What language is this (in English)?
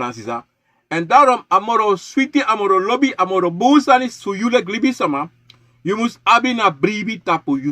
Sranan Tongo